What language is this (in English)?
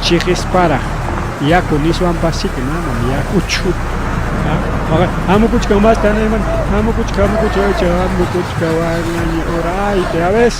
Ayacucho Quechua